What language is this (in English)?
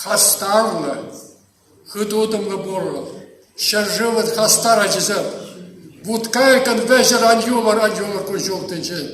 Chuvash